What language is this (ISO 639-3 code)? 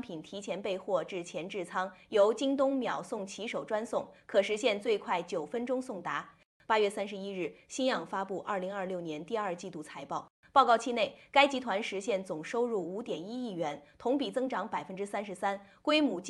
zho